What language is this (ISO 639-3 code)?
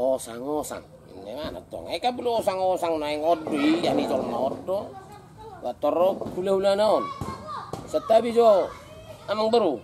bbc